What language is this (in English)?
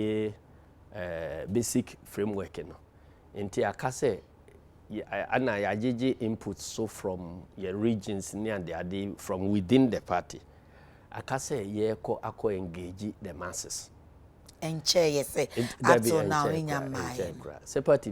Akan